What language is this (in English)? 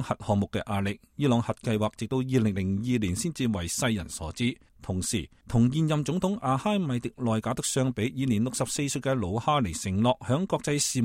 Cantonese